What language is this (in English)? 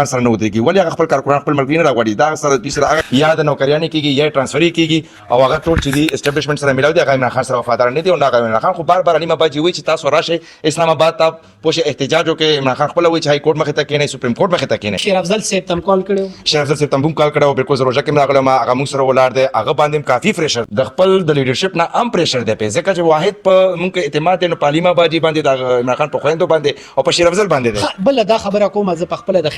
Pashto